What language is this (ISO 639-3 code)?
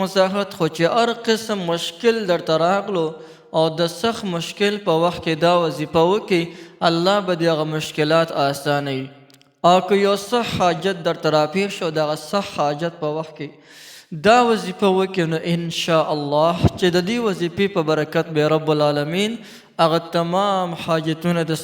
pus